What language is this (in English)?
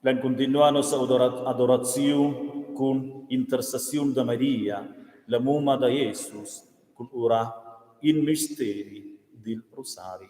Romansh